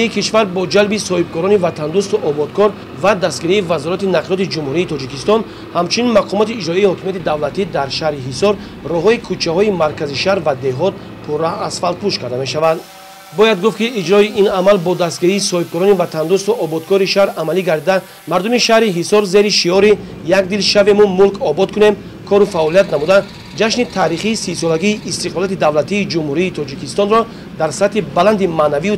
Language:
Tajik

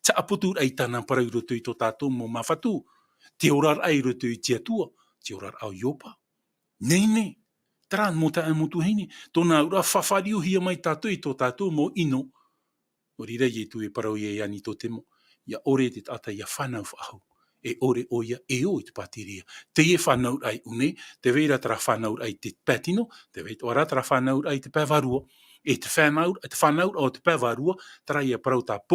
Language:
Tahitian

